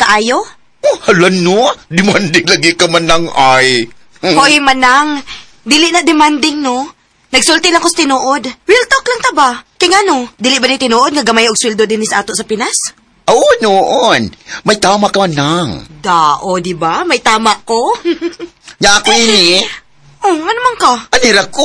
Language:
Cebuano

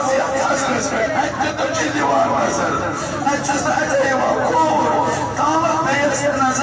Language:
Kashmiri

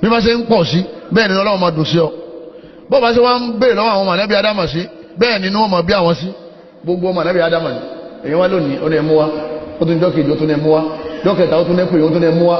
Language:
Yoruba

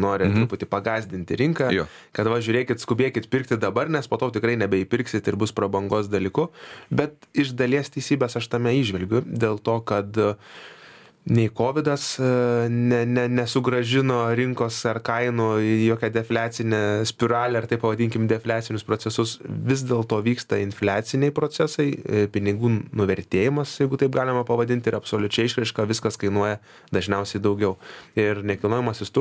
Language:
Lithuanian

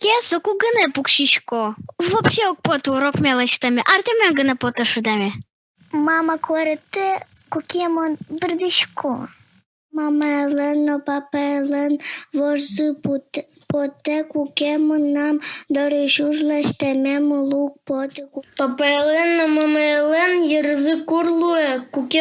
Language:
Udmurt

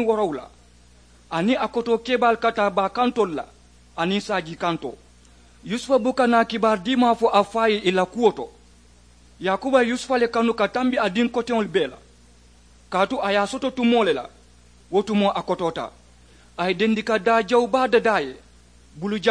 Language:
Mandingo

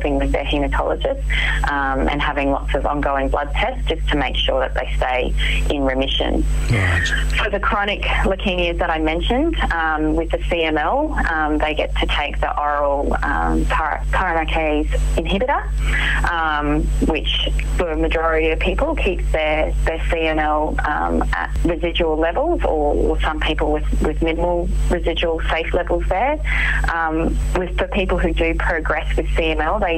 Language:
English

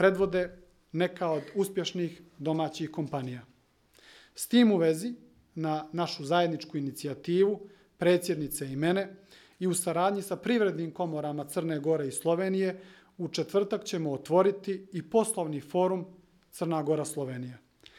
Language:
Slovenian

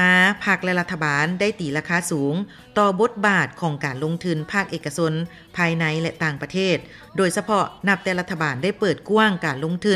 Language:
Lao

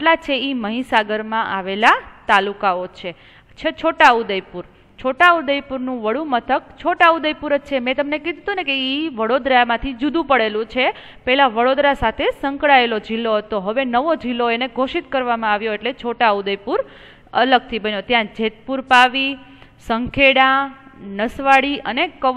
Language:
Gujarati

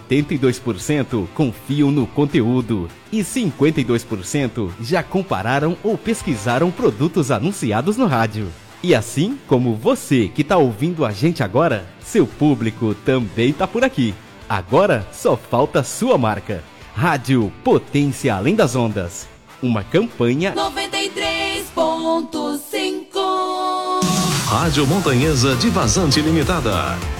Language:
Portuguese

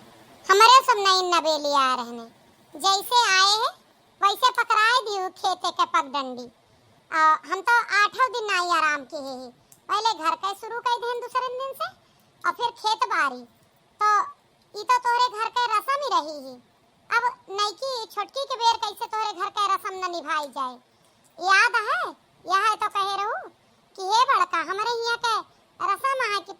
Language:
Awadhi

